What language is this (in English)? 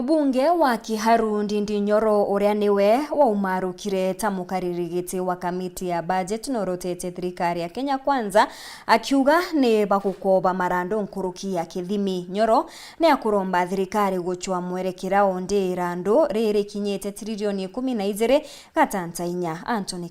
Meru